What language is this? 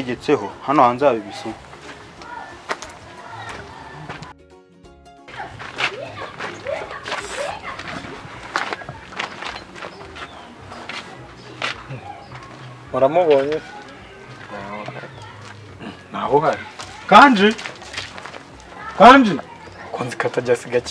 Kinyarwanda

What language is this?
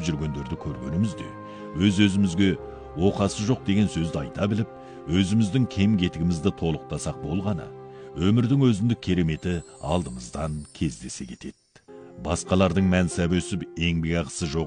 Kazakh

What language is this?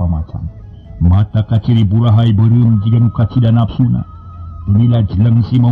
Sundanese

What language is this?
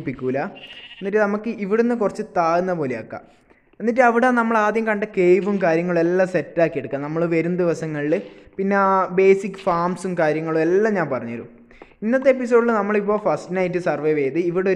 Malayalam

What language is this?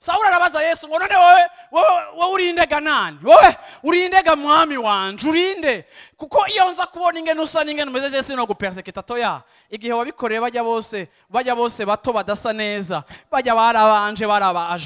Rundi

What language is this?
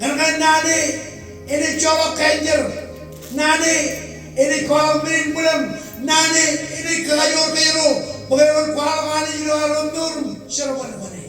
Marshallese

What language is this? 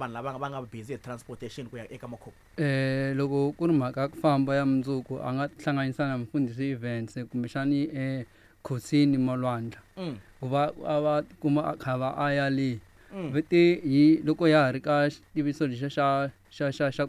Tsonga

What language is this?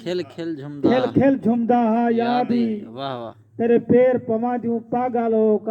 Saraiki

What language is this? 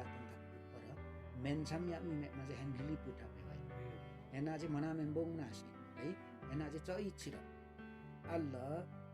Limbu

